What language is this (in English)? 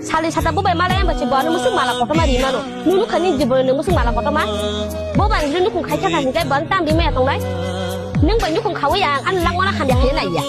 Kok Borok